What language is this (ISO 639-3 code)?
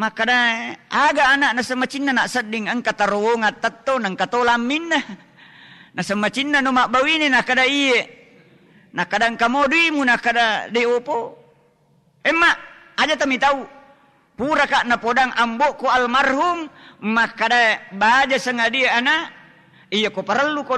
bug